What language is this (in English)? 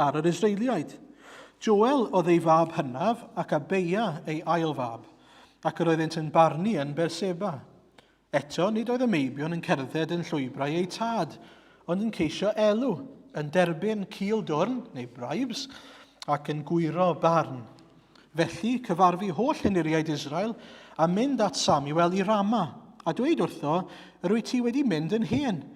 Welsh